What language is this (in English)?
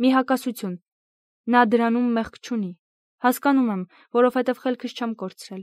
Armenian